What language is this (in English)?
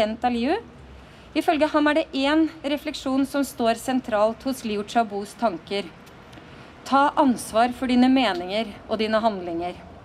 Norwegian